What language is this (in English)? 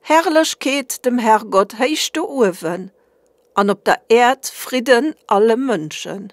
Luxembourgish